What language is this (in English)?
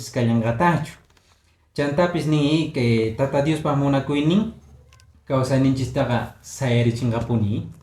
Quechua